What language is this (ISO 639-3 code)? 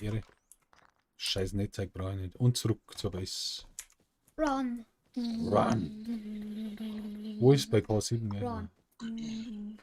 bar